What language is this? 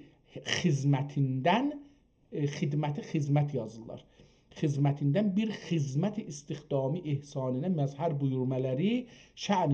South Azerbaijani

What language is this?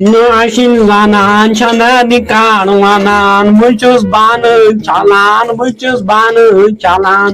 Kashmiri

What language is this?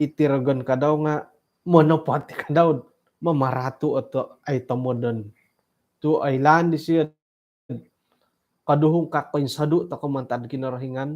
Central Dusun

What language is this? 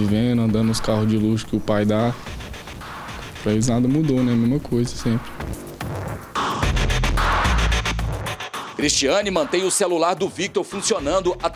Portuguese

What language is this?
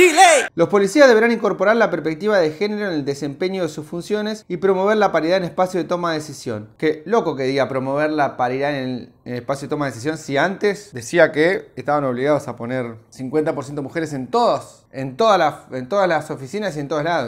Spanish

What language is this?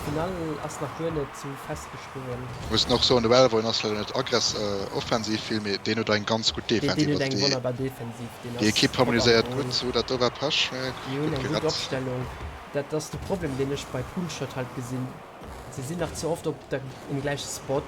Luxembourgish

